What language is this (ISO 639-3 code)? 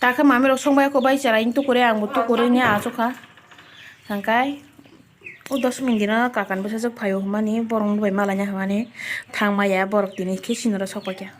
trp